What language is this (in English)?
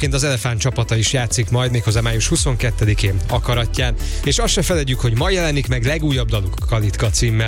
Hungarian